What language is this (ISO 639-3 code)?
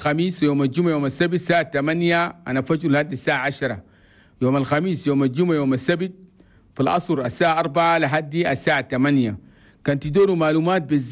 shu